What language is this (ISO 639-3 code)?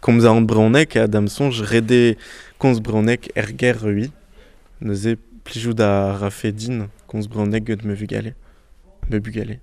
bre